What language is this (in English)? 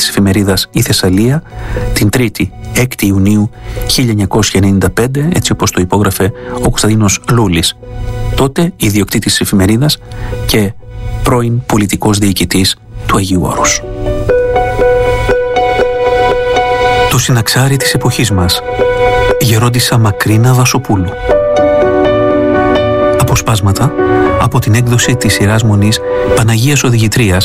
Greek